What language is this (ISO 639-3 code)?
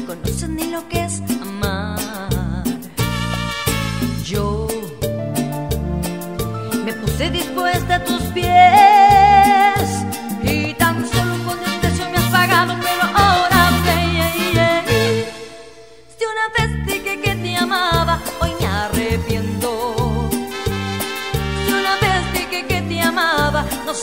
spa